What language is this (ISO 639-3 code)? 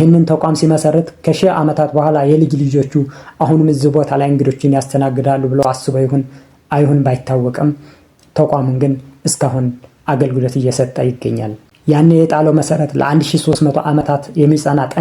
amh